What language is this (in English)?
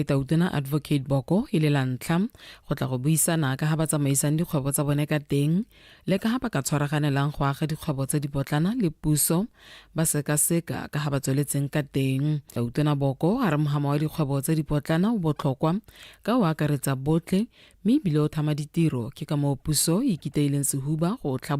Tswana